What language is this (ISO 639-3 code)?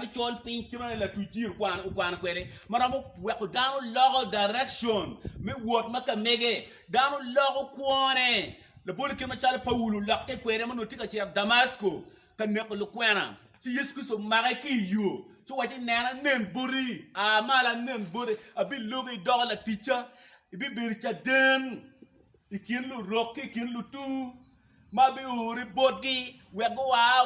ach